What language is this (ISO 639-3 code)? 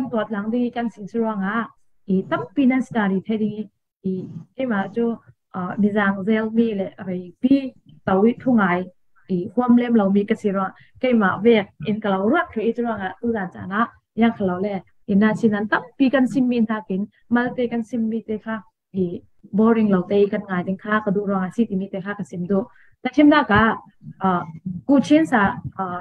cfm